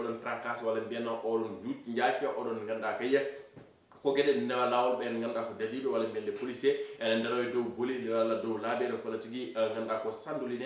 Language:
Fula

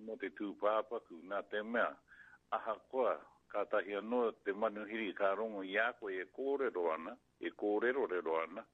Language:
Māori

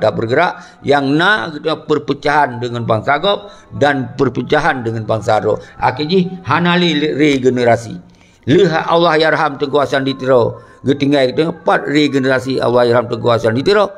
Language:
Achinese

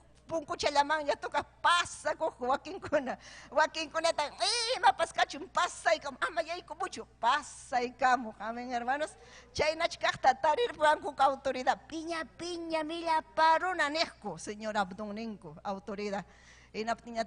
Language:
Ayacucho Quechua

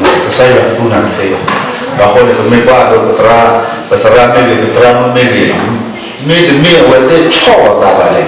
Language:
S'gaw Karen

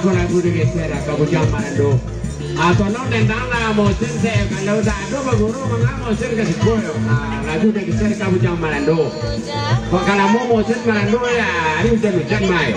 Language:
Minangkabau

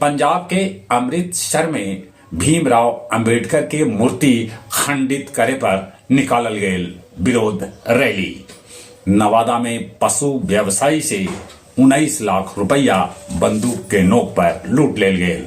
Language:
Magahi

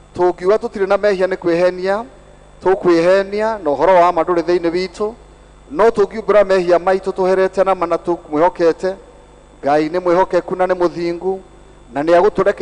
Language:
Kikuyu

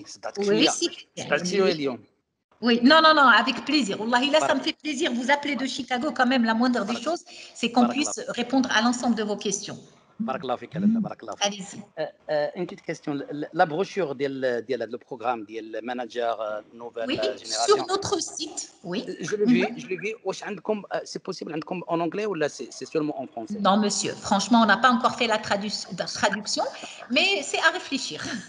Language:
French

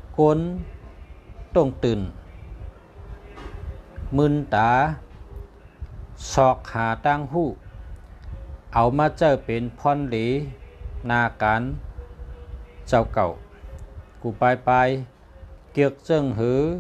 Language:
Shan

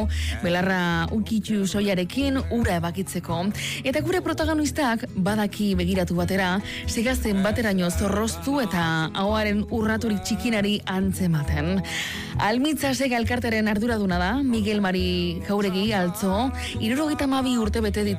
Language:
Basque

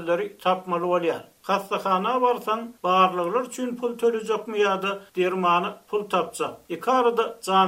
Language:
Turkmen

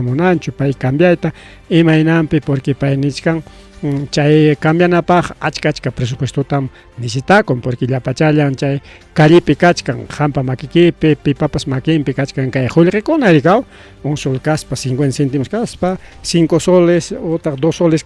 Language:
Ayacucho Quechua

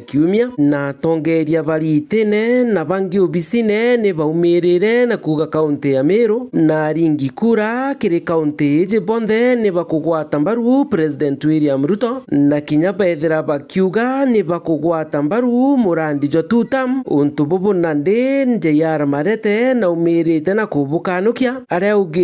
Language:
Meru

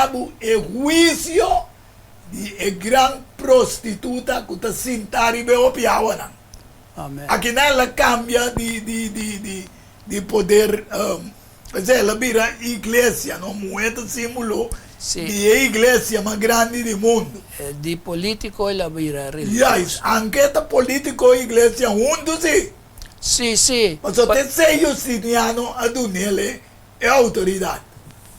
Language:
Papiamento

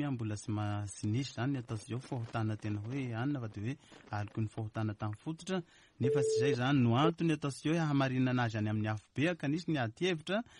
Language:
Malagasy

